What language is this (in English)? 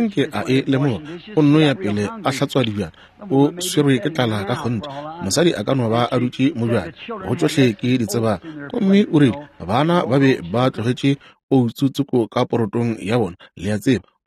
Northern Sotho